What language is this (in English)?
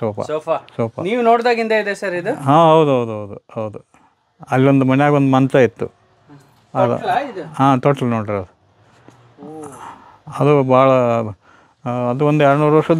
Kannada